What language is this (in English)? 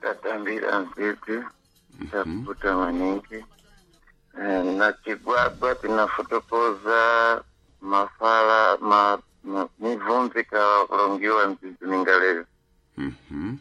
Sena